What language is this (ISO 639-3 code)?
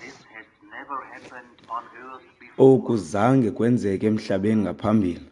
xho